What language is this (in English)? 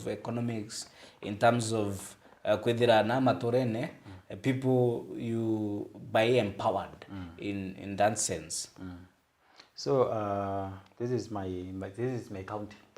Meru